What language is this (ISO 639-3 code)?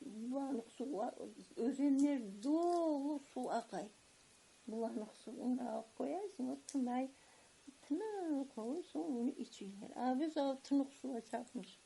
crh